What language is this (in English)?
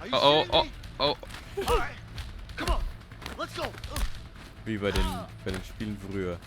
Bavarian